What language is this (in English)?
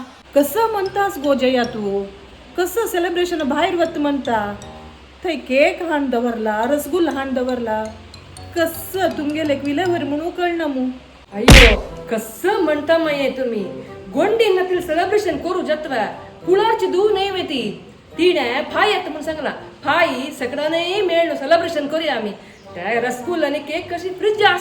Konkani